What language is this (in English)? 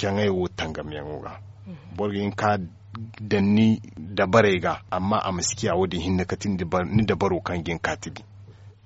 Zarma